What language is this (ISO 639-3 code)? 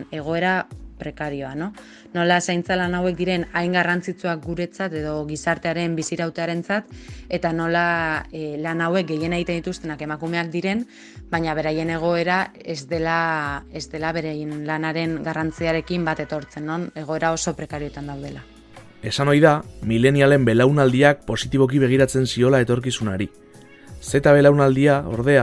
eus